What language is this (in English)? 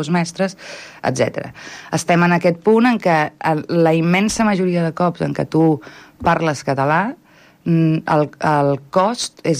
Catalan